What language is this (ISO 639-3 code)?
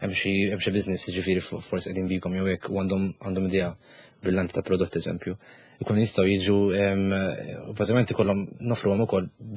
mlt